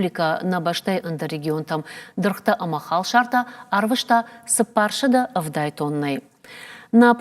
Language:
Ossetic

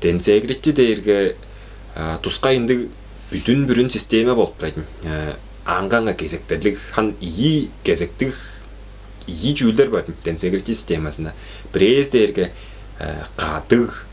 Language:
Tuvinian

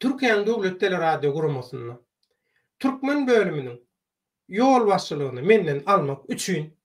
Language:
Turkmen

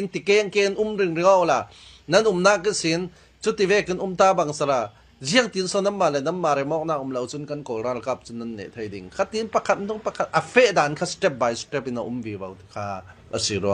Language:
Falam Chin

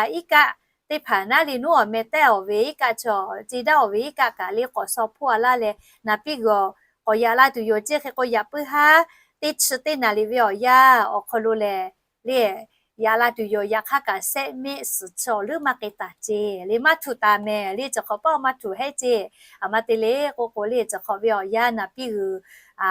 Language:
Lahu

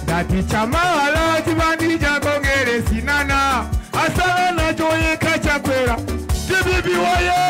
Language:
Nyanja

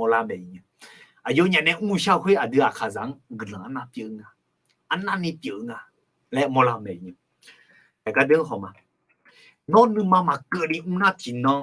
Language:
Akha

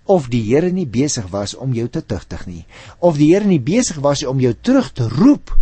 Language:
Afrikaans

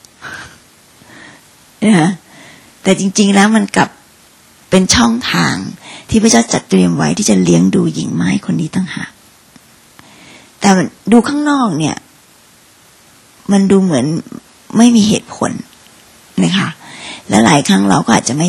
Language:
Thai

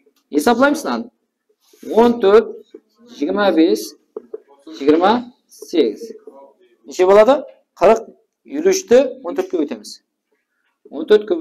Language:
Kara-Kalpak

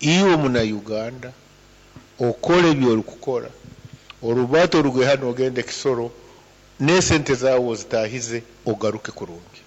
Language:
Nyankole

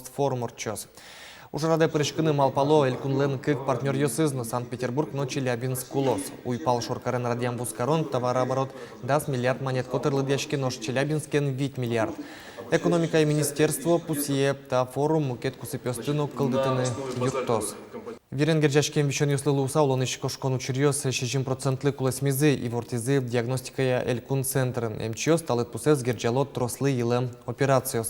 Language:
Udmurt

